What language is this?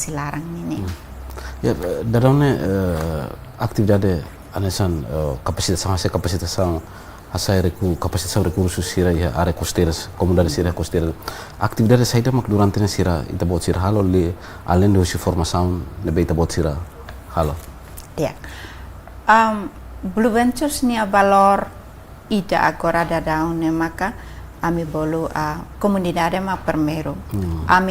Tetum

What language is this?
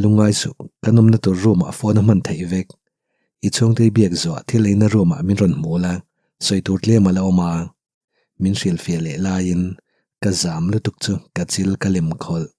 Mizo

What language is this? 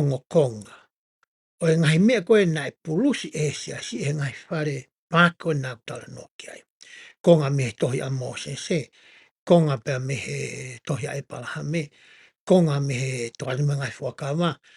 Tongan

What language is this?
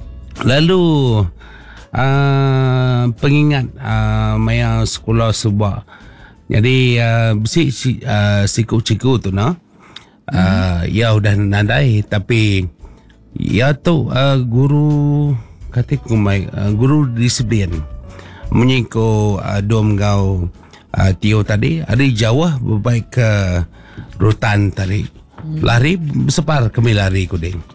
Iban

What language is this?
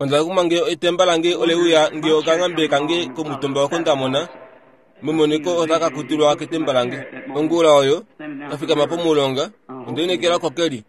Kuanyama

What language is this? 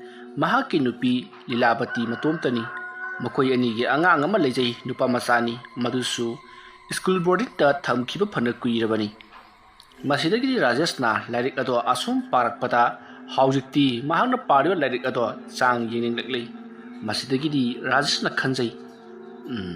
Manipuri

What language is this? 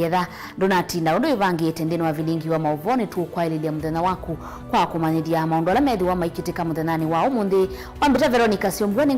Kamba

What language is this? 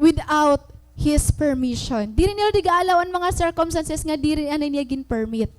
Waray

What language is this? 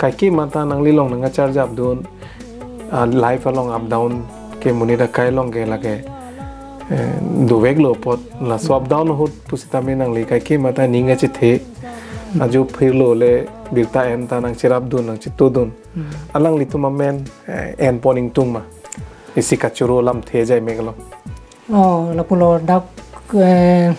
Karbi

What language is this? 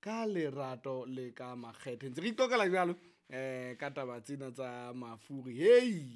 Southern Sotho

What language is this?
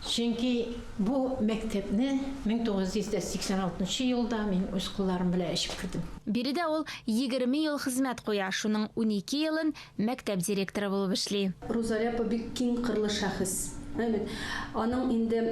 Tatar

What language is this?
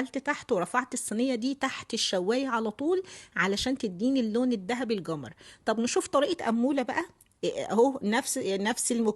Egyptian Arabic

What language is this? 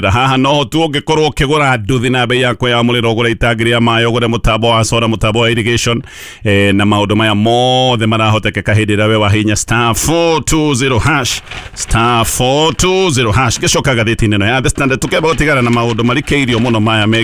Kikuyu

